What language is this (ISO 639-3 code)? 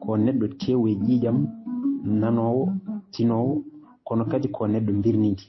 ful